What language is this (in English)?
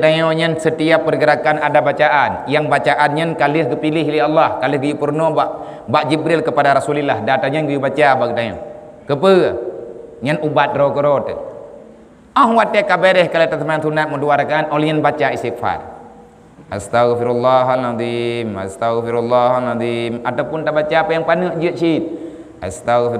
Achinese